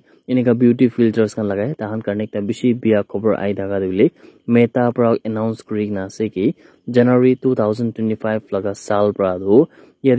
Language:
Naga Pidgin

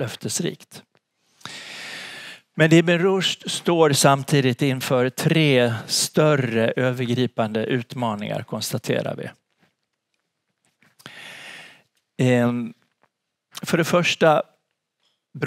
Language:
Swedish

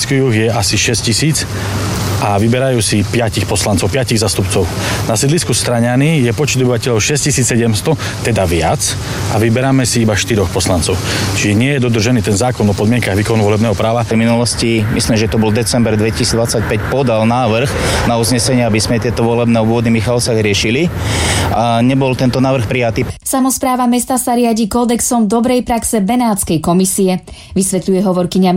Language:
Slovak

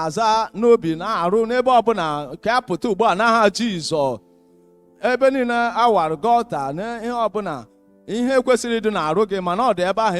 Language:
Igbo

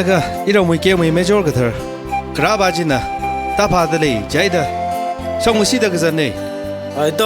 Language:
Tangkhul Naga (India)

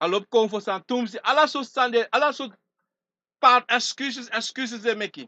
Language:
Sranan Tongo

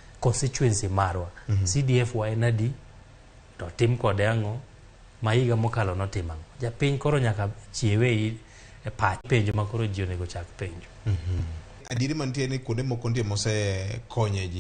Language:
Luo (Kenya and Tanzania)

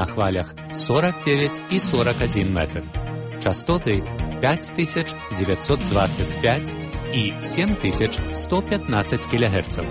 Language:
Belarusian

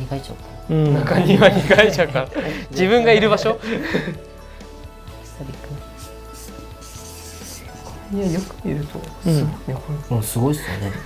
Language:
Japanese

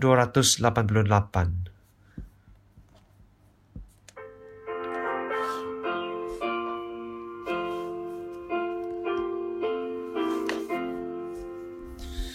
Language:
Malay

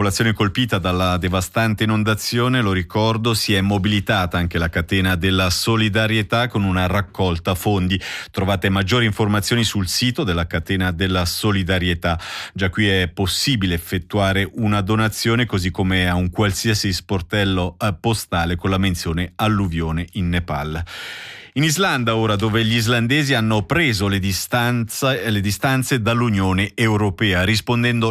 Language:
Italian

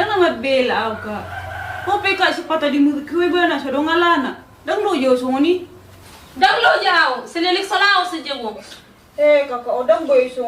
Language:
Batak Toba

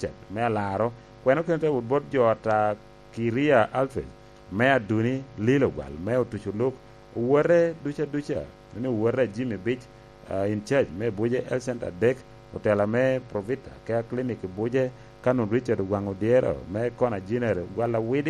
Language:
Lango (Uganda)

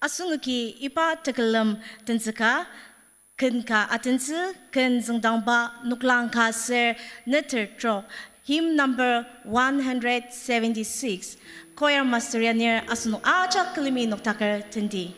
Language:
Ao Naga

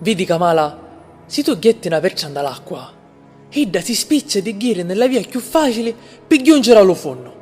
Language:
Sicilian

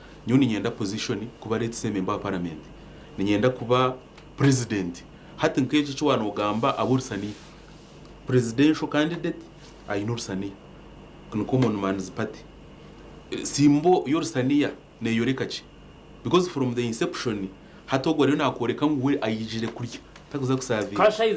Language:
Nyankole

